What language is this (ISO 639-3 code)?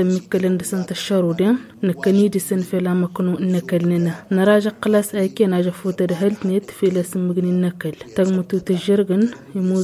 taq